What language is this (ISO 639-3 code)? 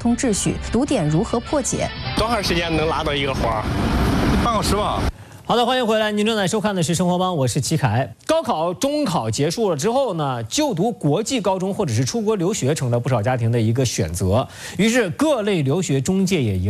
zho